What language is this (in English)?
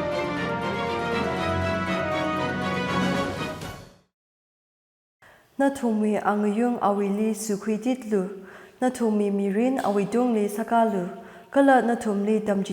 Tangkhul Naga (India)